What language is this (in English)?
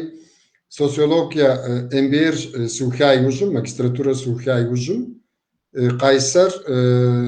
Kabardian